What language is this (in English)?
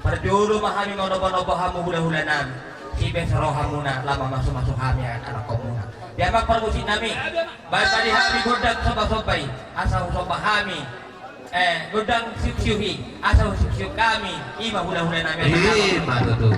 Batak Toba